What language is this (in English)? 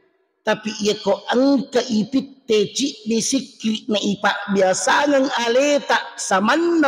Buginese